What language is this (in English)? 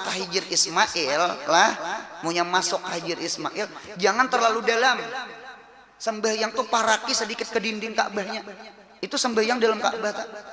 Banjar